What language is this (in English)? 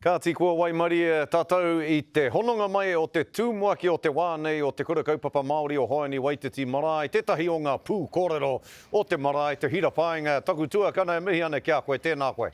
Māori